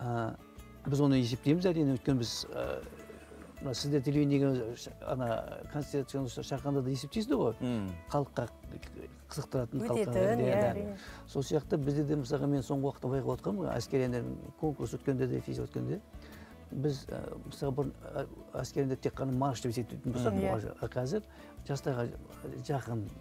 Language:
Kazakh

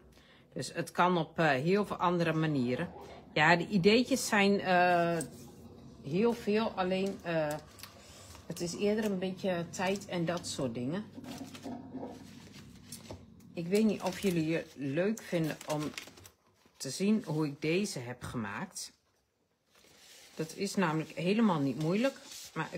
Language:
Dutch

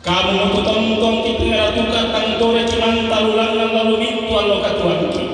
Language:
Toraja-Sa'dan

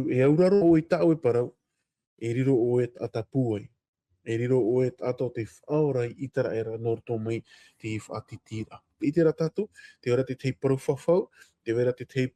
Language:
Tahitian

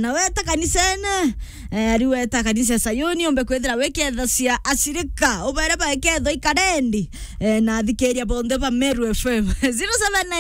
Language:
Meru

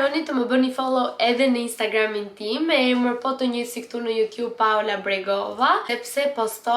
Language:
Albanian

